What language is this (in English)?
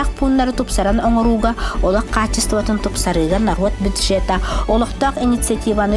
Yakut